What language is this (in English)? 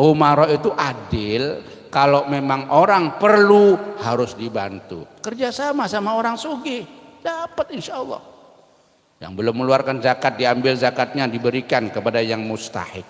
Banjar